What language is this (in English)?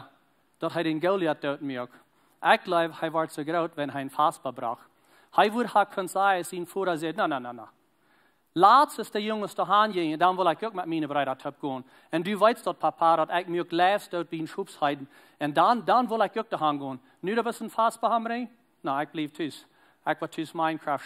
Plautdietsch